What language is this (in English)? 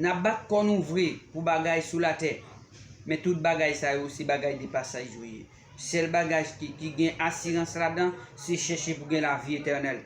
Haitian Creole